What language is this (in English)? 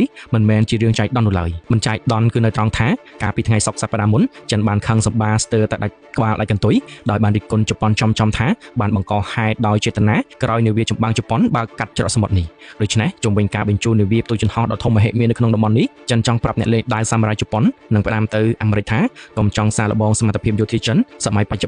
Khmer